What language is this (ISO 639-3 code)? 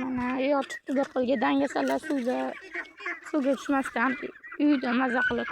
uzb